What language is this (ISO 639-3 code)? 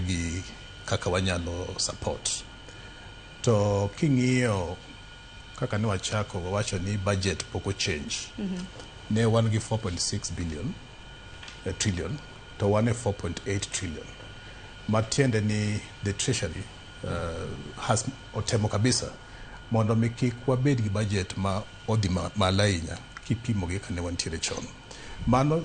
luo